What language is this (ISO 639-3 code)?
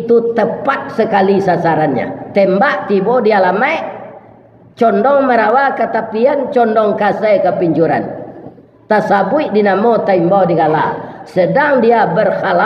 min